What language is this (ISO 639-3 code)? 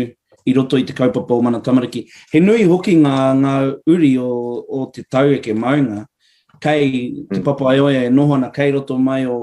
mri